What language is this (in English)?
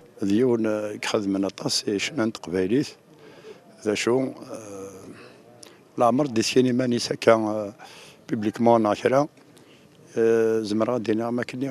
Kabyle